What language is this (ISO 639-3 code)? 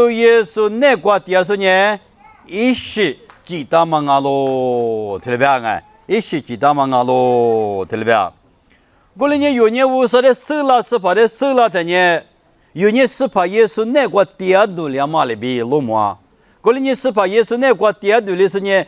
lis